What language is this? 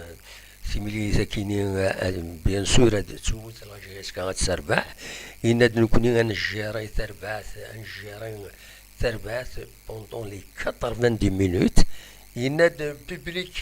Kabyle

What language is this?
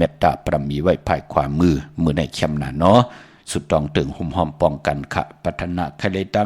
Shan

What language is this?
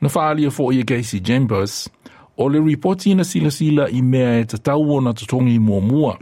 Samoan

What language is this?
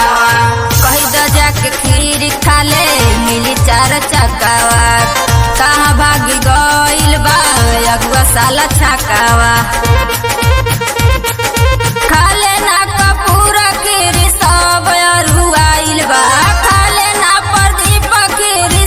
Bhojpuri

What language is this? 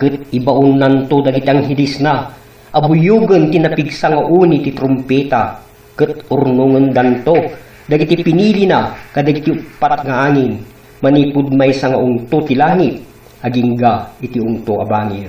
Iloko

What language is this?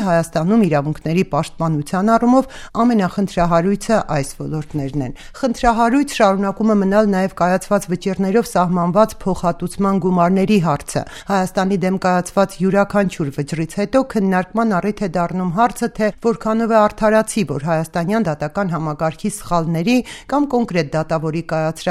Armenian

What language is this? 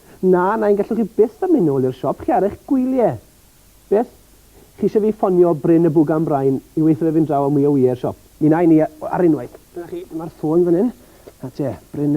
Welsh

